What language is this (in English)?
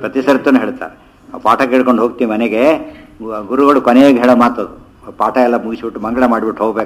Kannada